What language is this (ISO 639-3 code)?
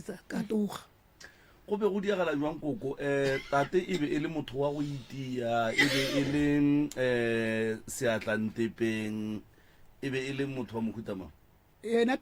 nso